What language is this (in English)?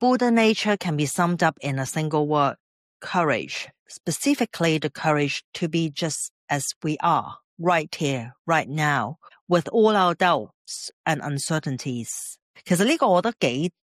Cantonese